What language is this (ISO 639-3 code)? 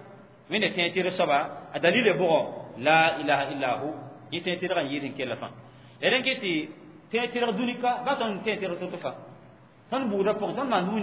mos